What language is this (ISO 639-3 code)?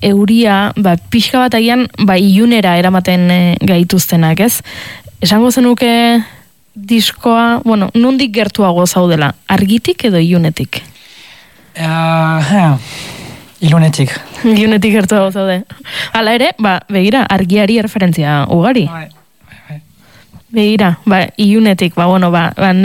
eus